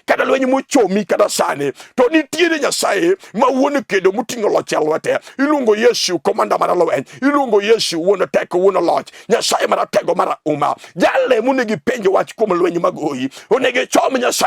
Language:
Luo (Kenya and Tanzania)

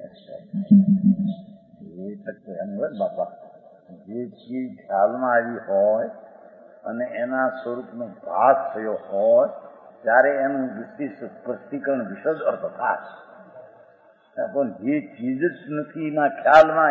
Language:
Gujarati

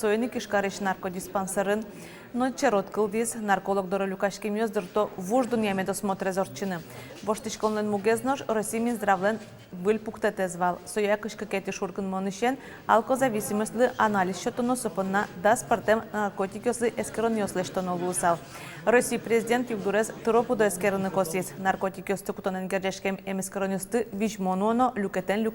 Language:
Udmurt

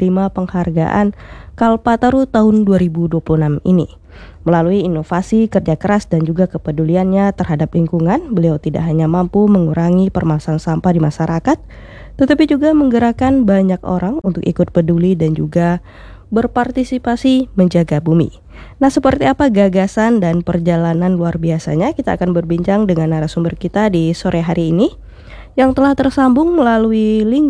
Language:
Indonesian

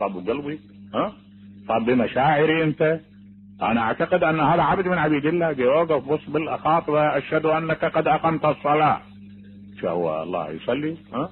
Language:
Mesopotamian Arabic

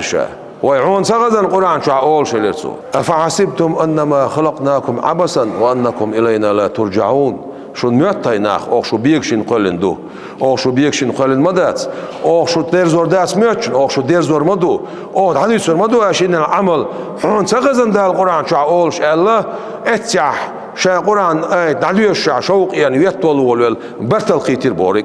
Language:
Chechen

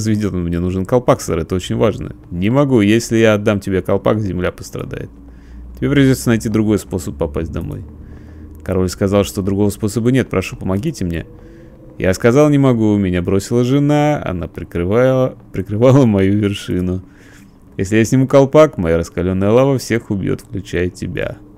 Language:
Russian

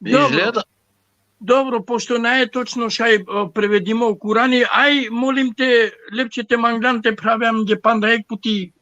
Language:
Balkan Romani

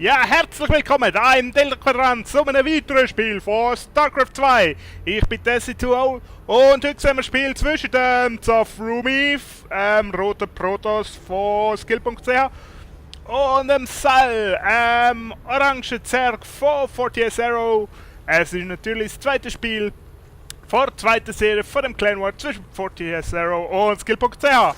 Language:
Swiss German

